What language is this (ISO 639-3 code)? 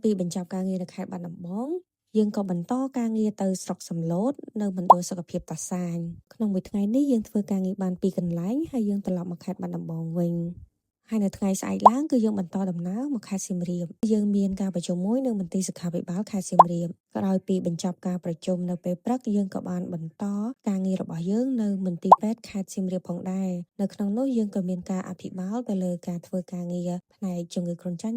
khm